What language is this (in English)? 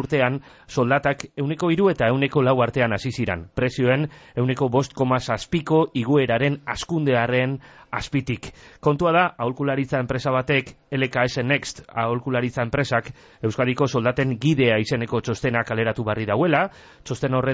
Basque